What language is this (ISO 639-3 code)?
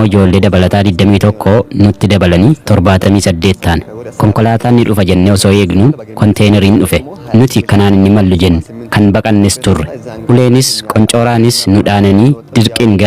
orm